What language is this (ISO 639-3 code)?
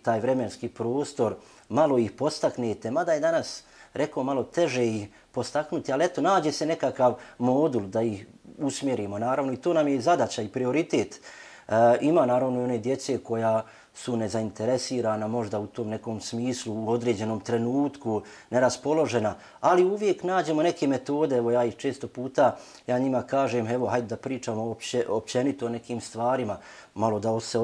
bos